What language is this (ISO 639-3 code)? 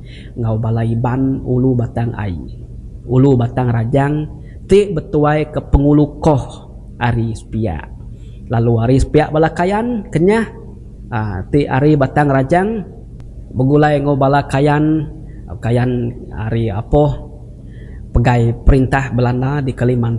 iba